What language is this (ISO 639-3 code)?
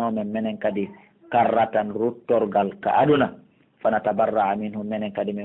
fuf